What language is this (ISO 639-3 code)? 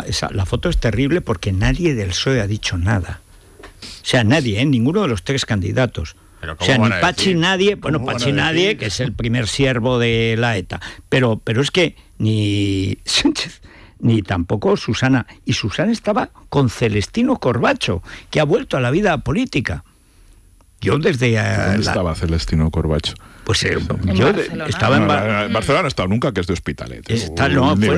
spa